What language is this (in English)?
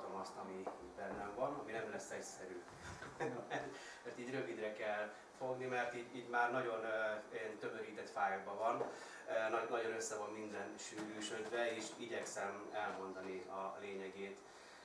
Hungarian